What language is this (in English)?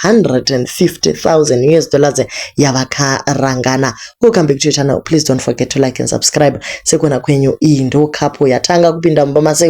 Shona